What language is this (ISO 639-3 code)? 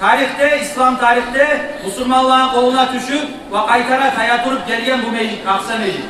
kum